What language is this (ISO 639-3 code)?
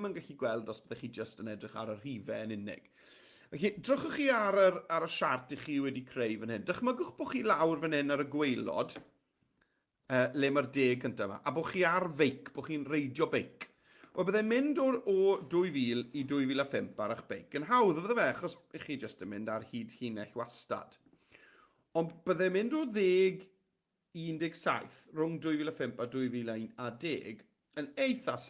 cym